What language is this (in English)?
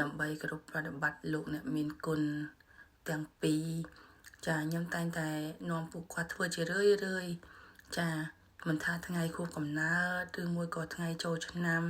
Khmer